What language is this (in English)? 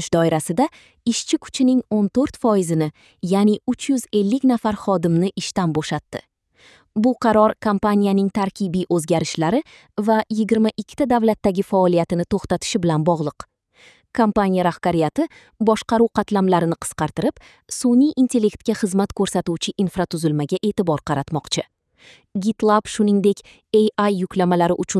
Uzbek